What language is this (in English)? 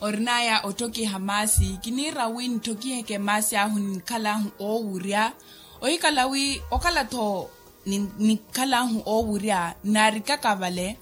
Makhuwa